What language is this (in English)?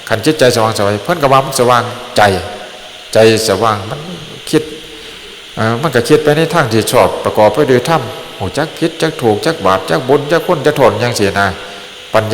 Northeastern Thai